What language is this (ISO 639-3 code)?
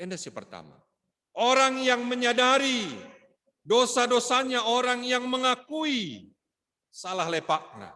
btx